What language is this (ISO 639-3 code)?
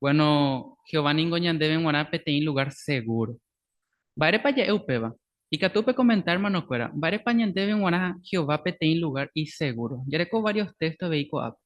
grn